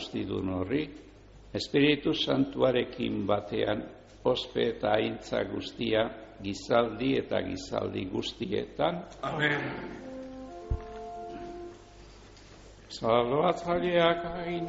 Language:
Basque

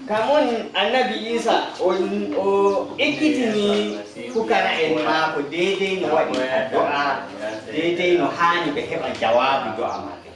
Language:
Nigerian Fulfulde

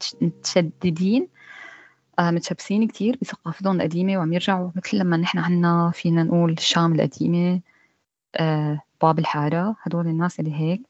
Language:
North Levantine Arabic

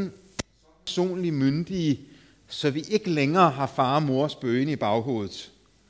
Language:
Danish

